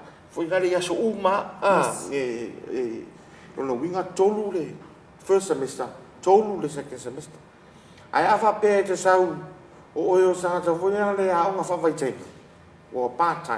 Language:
Samoan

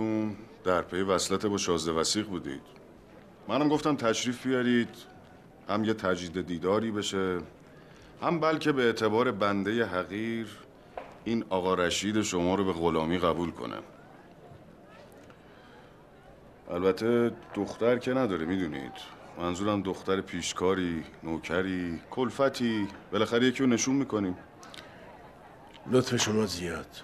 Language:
Persian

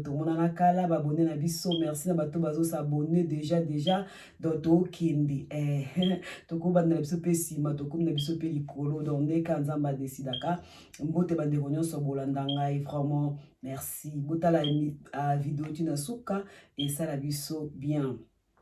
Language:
Lingala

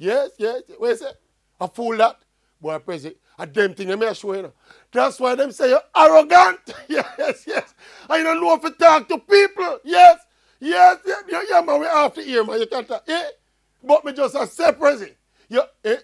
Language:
Jamaican Creole English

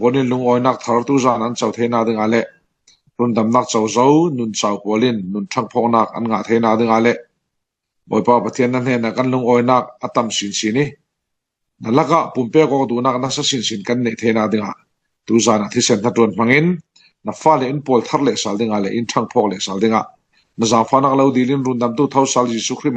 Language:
Falam Chin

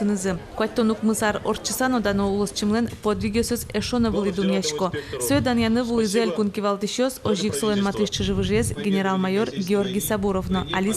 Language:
Udmurt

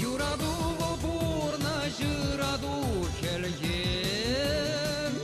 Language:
Chuvash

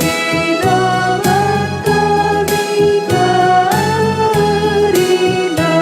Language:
Batak Karo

